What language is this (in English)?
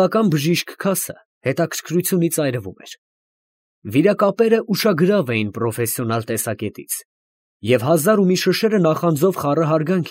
Armenian